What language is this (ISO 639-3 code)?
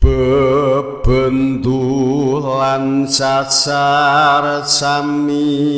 jav